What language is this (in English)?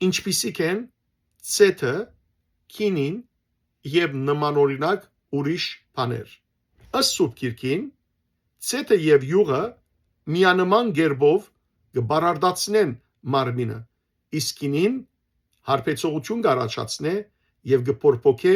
Western Armenian